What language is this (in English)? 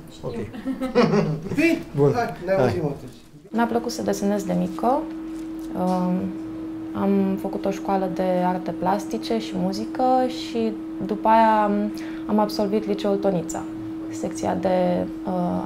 Romanian